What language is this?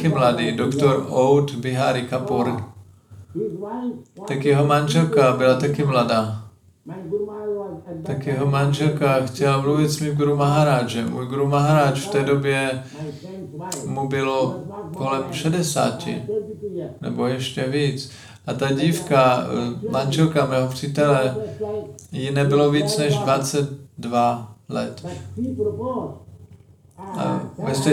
Czech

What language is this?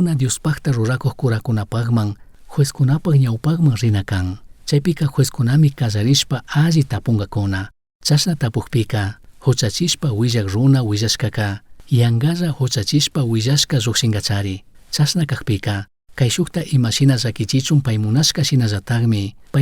Chimborazo Highland Quichua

